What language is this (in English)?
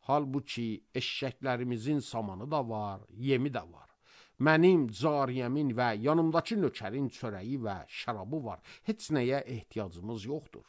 Azerbaijani